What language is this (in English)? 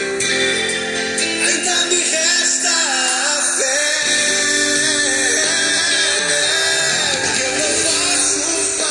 Portuguese